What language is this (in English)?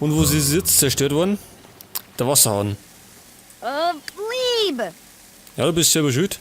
Bavarian